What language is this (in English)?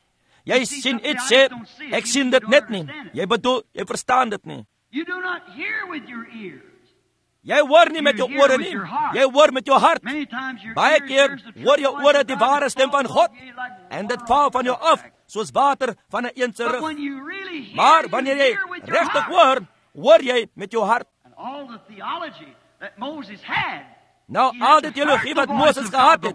Afrikaans